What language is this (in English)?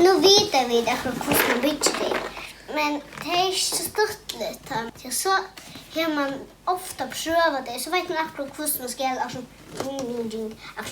Faroese